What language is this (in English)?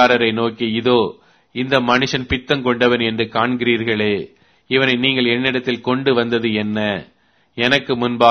Tamil